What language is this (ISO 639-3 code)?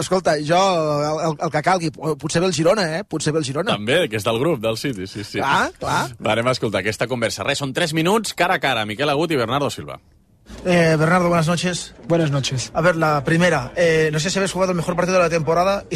cat